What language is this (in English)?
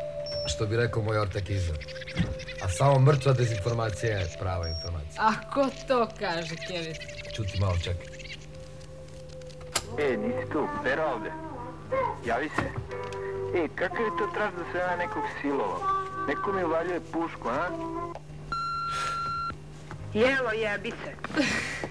Serbian